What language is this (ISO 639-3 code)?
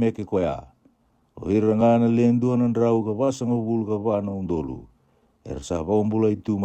fij